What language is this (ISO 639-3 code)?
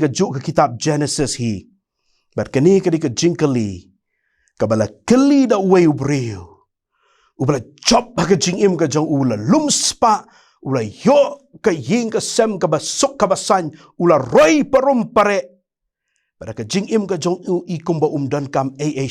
kha